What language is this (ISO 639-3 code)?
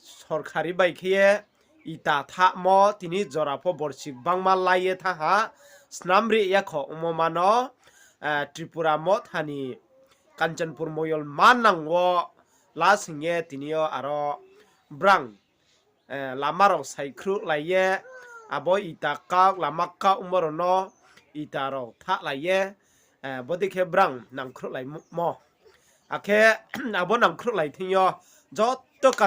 ria